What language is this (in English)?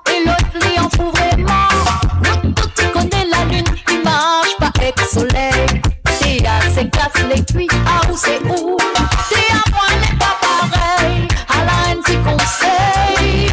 Morisyen